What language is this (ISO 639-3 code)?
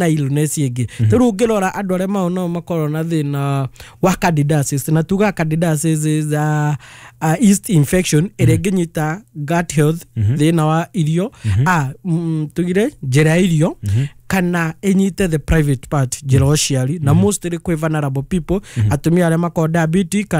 kik